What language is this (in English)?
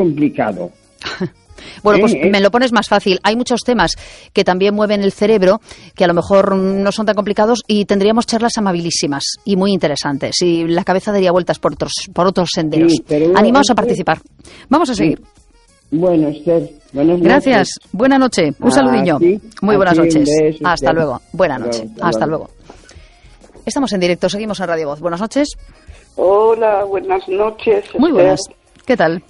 Spanish